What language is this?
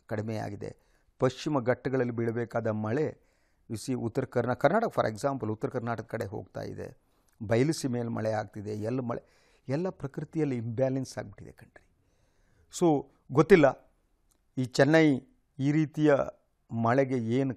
Kannada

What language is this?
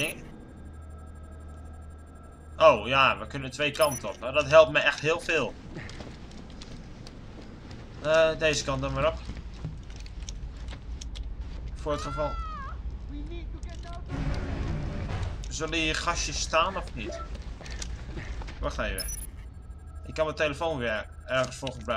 Dutch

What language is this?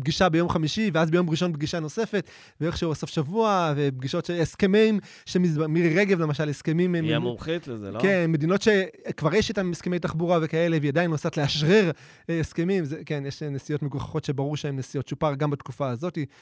Hebrew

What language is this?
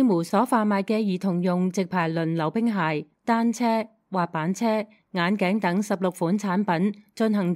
Cantonese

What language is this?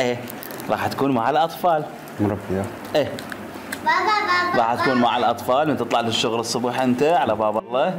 Mesopotamian Arabic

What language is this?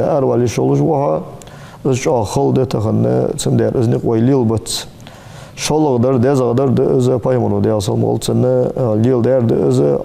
Ingush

